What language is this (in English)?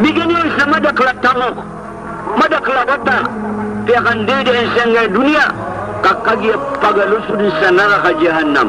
Maranao